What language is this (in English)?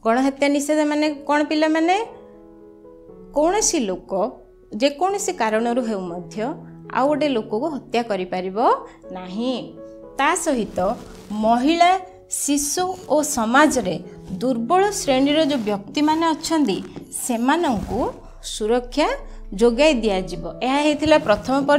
Odia